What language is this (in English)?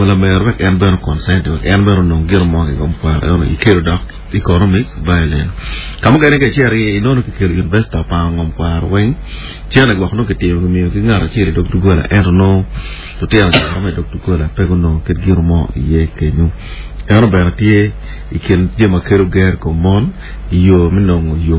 Acoli